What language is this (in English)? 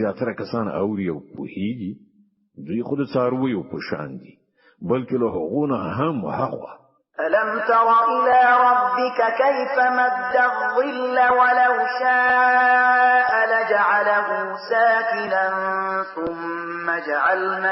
Pashto